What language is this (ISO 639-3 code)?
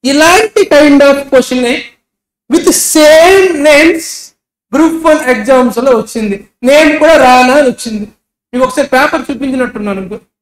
tel